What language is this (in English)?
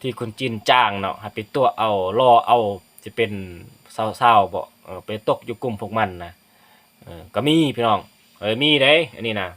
Lao